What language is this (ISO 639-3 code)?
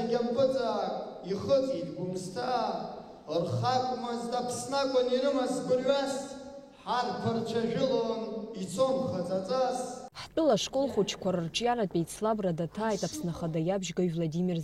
abk